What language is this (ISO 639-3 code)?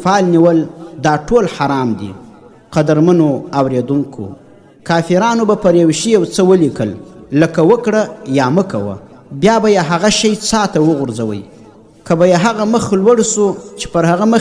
pus